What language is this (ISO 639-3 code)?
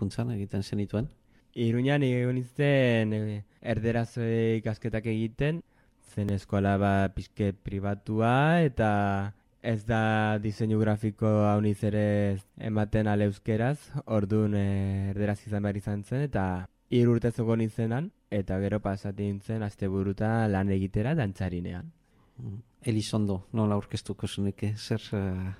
eus